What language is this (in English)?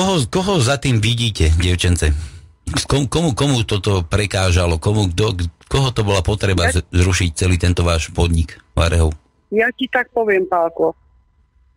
Slovak